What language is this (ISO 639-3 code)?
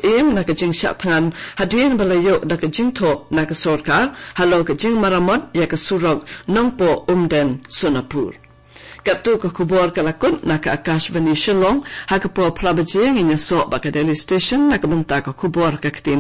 kha